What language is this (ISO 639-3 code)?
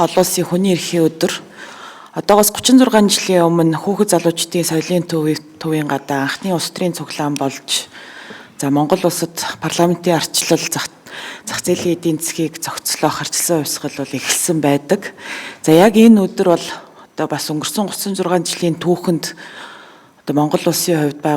mon